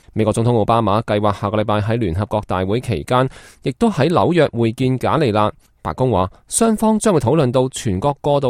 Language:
Cantonese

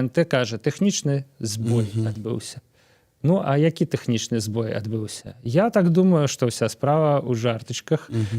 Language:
Belarusian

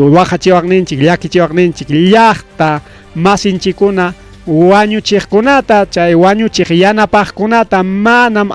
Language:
Ayacucho Quechua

